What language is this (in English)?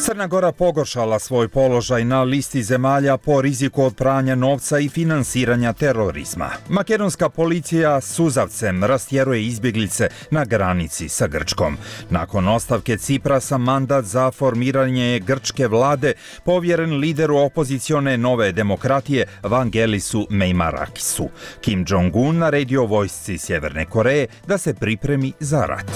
Croatian